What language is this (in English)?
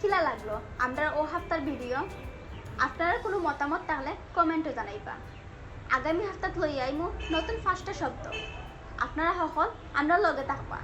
Sylheti